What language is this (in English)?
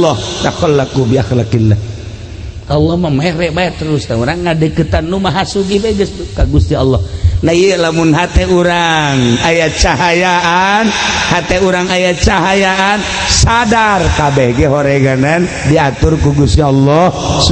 Sundanese